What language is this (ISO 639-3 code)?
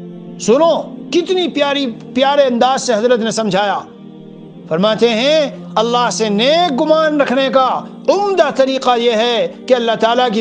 urd